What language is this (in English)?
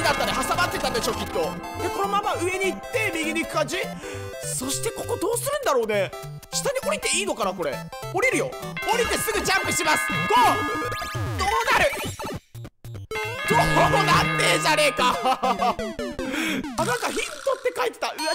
Japanese